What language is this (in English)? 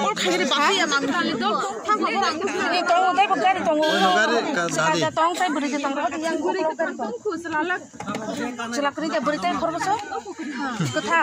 Kok Borok